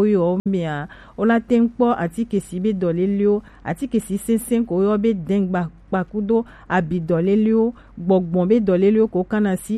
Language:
Gen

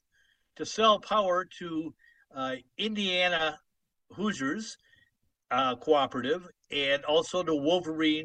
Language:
English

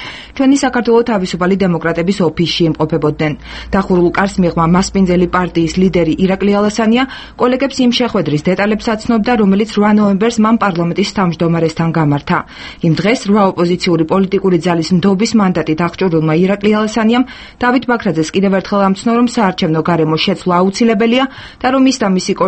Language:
Georgian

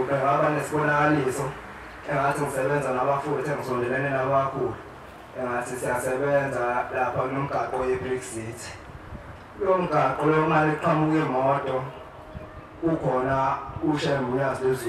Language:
Zulu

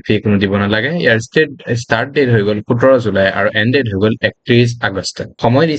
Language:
Assamese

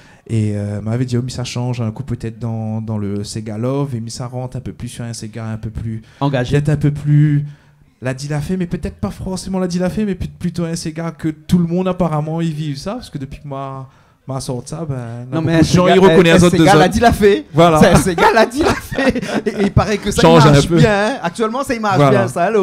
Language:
Réunion Creole French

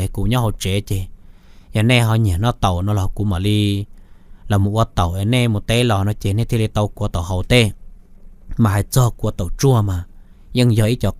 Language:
Hmong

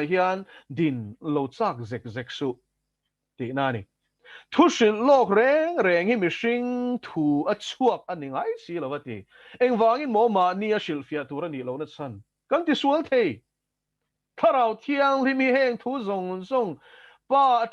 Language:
Mizo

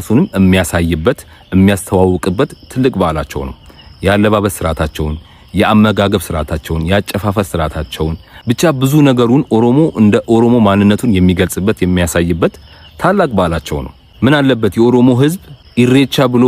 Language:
Amharic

